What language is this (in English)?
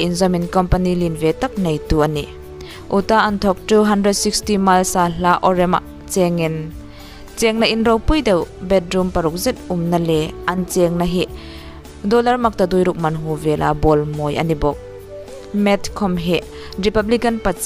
Hmar